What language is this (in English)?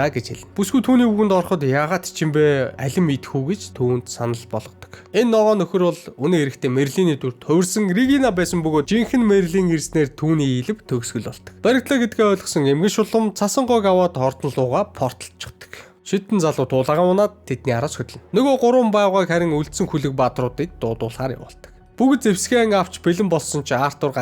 Mongolian